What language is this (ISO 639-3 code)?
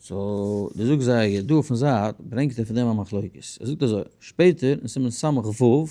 yid